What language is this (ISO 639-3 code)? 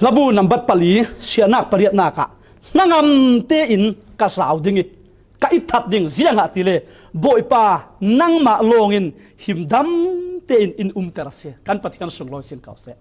cfm